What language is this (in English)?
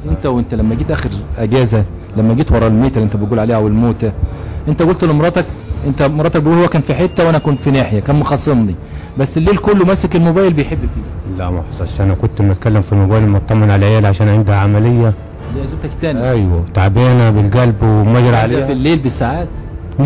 Egyptian Arabic